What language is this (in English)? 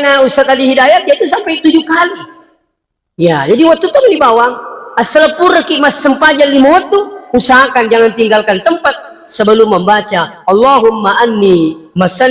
Buginese